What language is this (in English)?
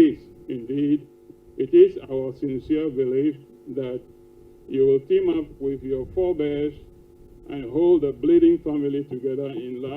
Ewe